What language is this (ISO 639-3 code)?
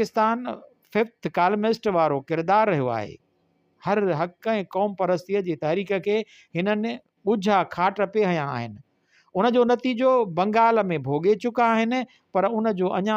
snd